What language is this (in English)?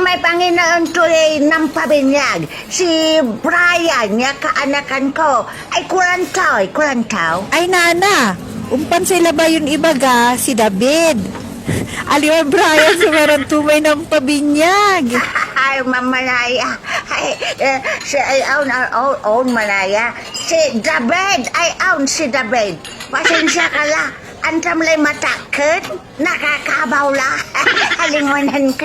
Pangasinan